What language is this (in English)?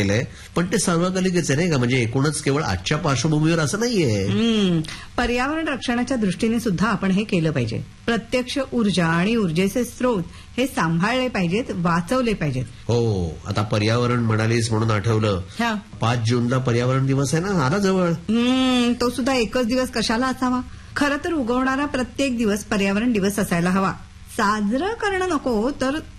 Marathi